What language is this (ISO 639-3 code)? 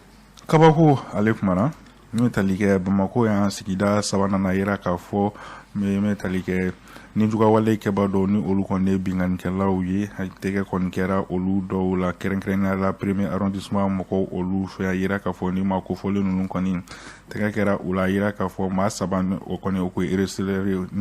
bam